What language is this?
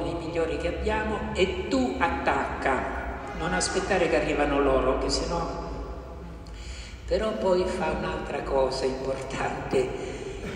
Italian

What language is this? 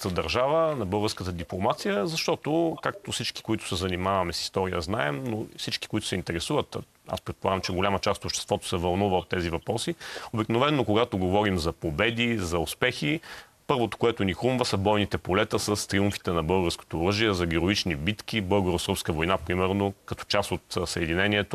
Bulgarian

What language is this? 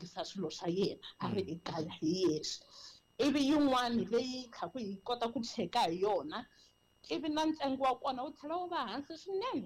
Tsonga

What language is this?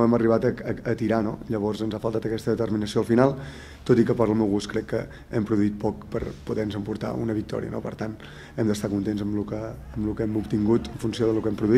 Catalan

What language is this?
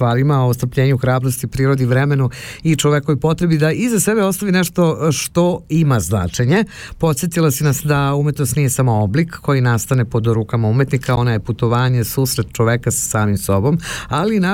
Serbian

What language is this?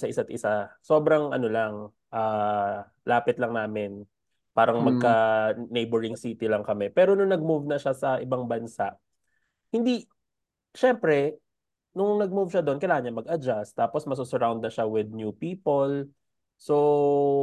Filipino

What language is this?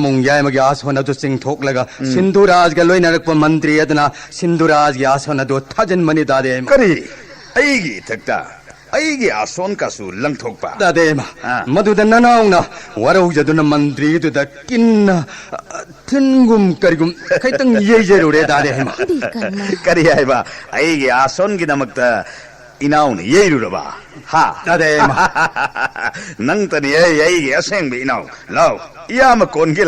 Manipuri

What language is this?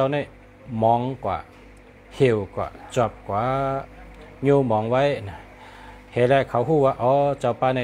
Shan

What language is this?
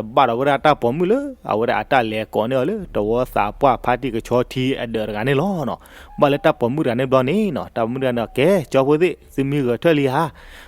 S'gaw Karen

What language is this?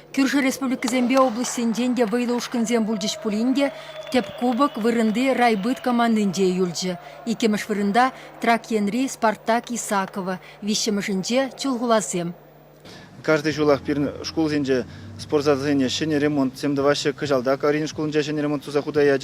Chuvash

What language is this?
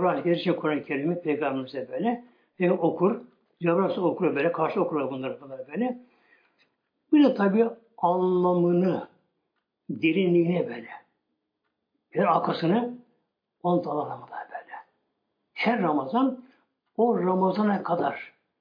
Turkish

